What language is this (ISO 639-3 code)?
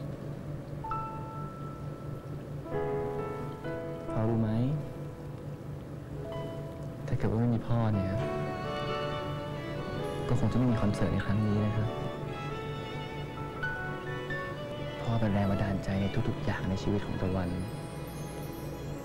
tha